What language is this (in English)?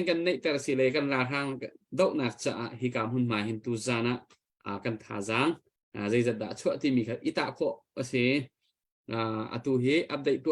Hakha Chin